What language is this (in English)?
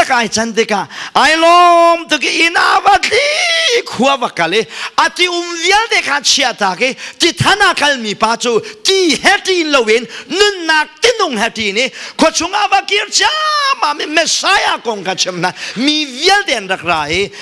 Hakha Chin